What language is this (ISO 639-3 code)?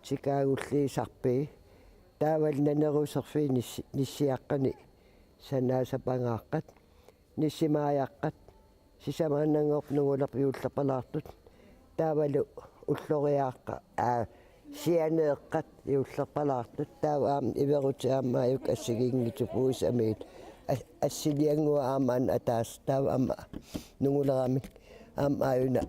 kal